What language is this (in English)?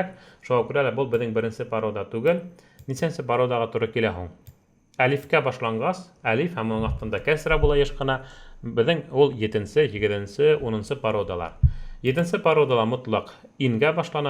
Bashkir